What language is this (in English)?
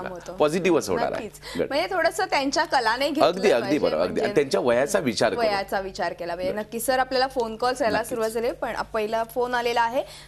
Marathi